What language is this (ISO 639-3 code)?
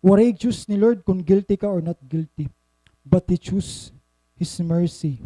war